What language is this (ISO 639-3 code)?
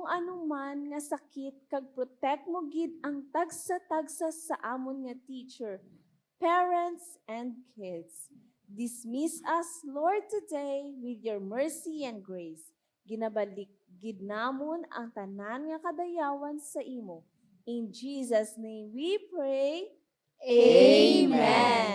hil